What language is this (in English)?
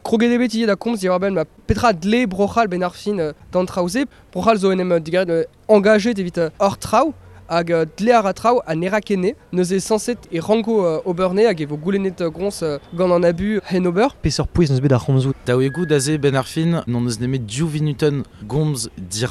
Breton